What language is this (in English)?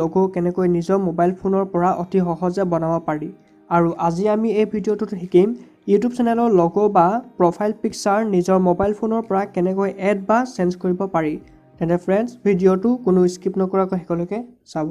Assamese